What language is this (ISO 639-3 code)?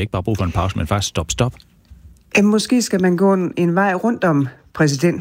dan